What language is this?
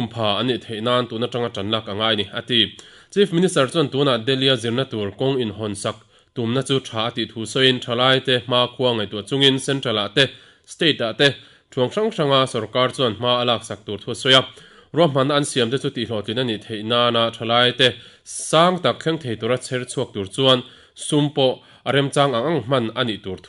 Mizo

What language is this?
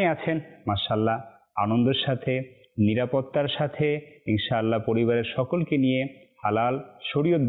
Bangla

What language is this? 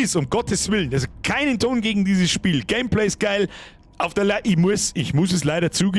Bavarian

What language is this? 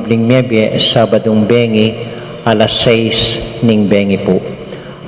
Pampanga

